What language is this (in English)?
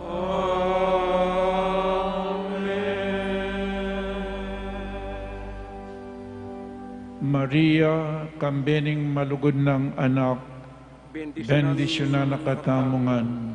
Pampanga